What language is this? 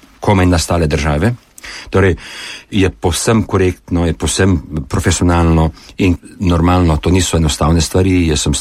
Slovenian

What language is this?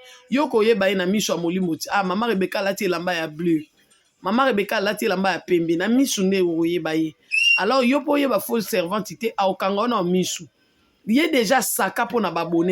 Lingala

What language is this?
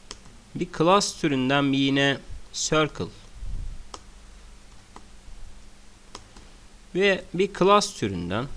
Turkish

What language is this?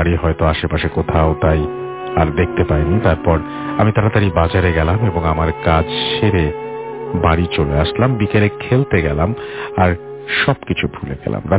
Bangla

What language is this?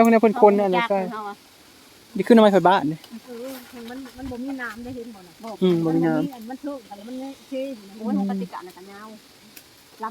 Northeastern Thai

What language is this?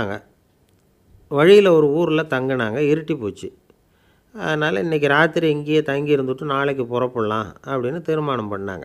Tamil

